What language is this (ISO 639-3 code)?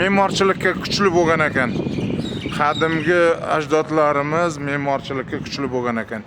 uzb